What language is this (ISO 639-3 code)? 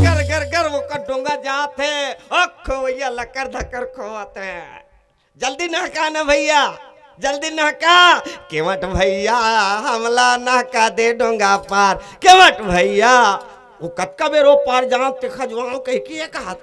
hne